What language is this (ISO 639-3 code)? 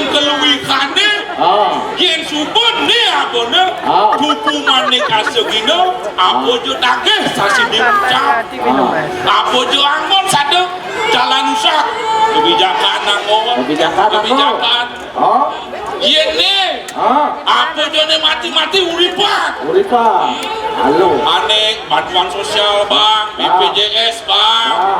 ban